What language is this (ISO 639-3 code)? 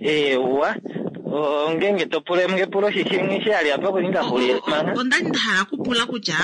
kua